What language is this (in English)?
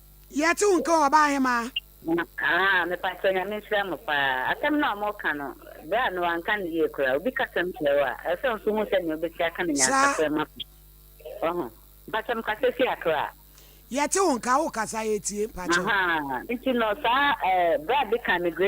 Akan